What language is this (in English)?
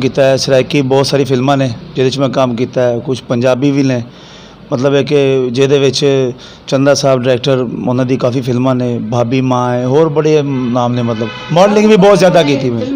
Western Panjabi